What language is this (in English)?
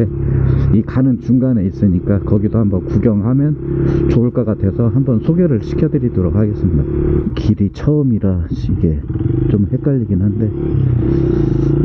Korean